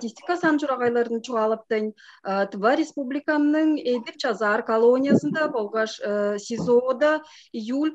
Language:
Tuvinian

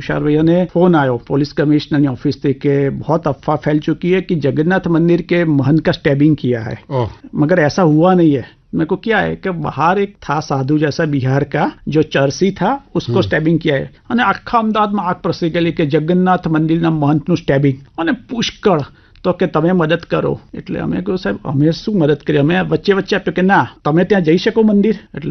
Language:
Gujarati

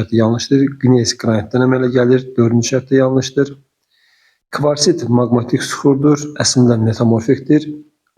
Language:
Azerbaijani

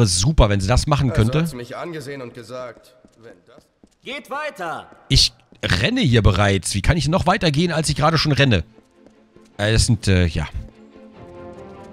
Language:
German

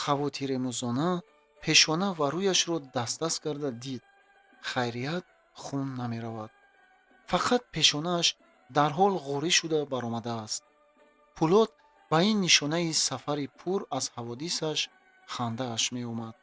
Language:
Tajik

